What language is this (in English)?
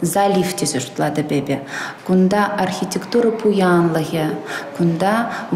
Chuvash